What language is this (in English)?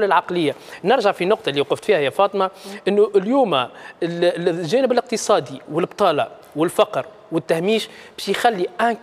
Tunisian Arabic